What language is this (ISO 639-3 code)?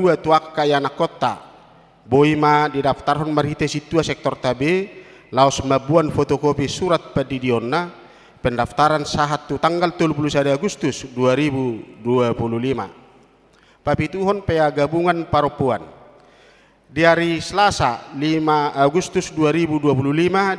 bbc